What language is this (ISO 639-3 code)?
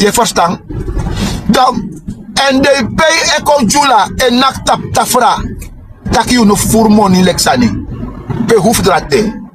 srn